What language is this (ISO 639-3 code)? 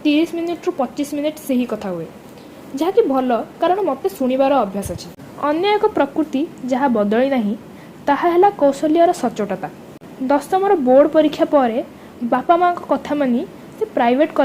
ori